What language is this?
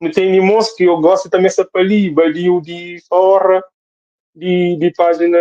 Kabuverdianu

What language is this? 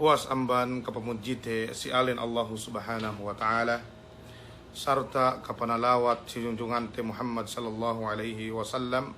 Yakan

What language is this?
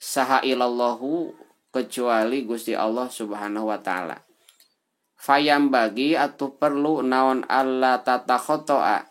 Sundanese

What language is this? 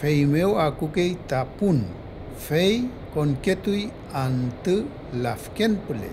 Mapuche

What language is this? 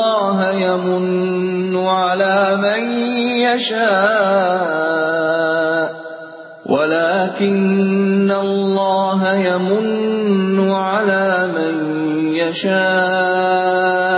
Indonesian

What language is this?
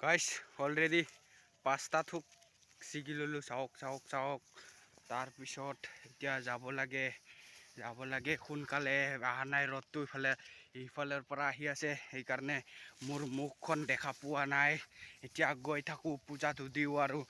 Assamese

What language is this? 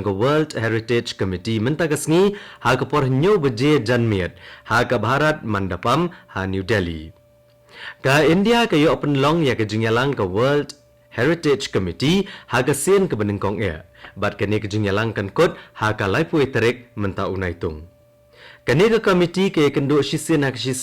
Khasi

